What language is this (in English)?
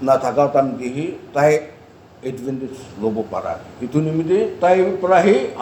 Naga Pidgin